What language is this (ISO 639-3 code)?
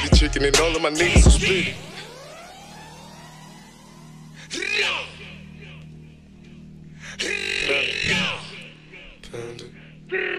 eng